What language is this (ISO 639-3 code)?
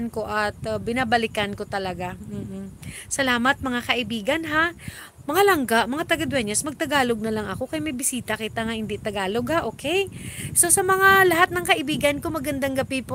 hil